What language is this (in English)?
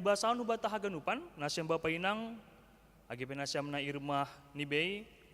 Batak Simalungun